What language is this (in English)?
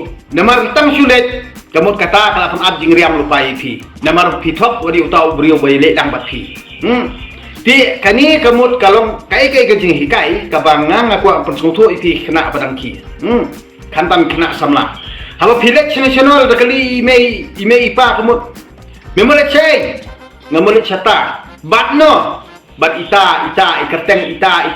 Khasi